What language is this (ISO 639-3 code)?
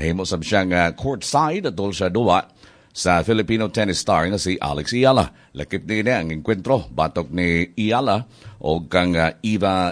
ceb